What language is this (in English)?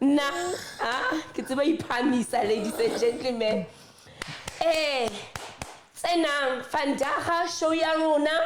Southern Sotho